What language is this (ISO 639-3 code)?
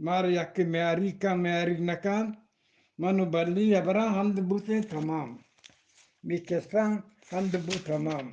bgp